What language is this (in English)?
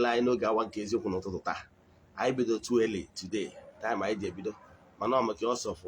Igbo